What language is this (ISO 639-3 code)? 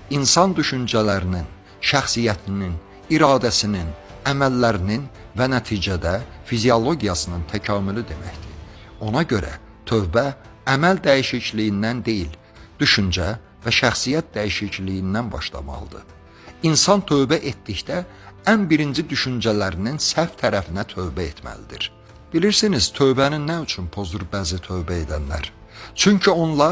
aze